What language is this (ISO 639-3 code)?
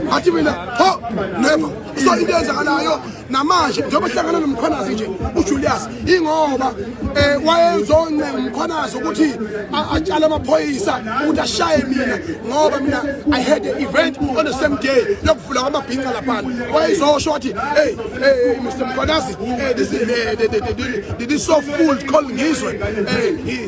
zul